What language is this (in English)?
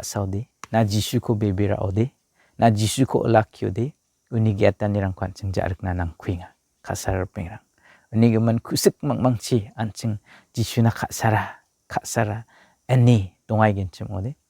Garo